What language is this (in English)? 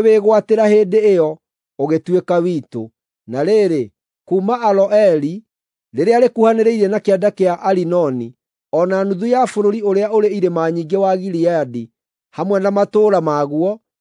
Kikuyu